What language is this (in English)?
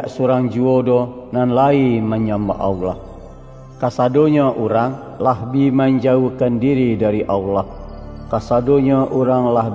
Minangkabau